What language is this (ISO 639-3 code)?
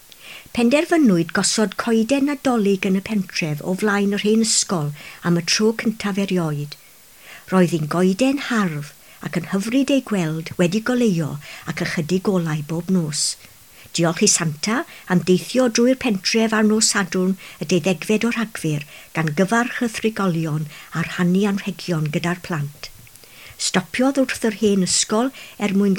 cym